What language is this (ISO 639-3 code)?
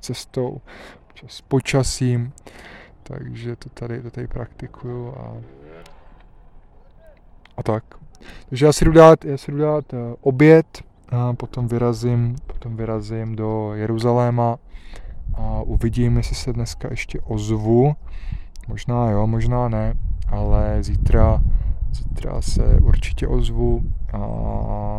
ces